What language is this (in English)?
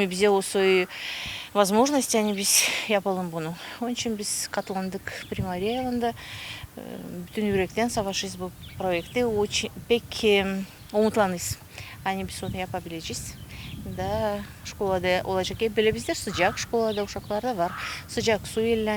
Gagauz